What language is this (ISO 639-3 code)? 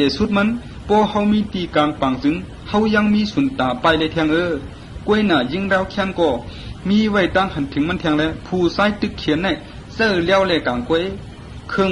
shn